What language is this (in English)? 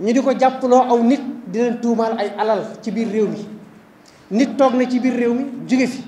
Wolof